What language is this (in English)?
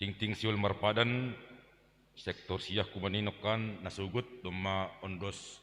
Batak Simalungun